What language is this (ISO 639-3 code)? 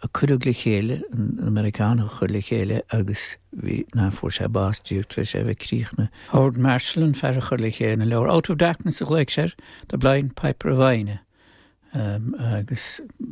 gle